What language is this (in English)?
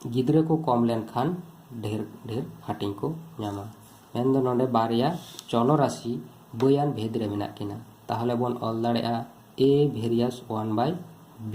Santali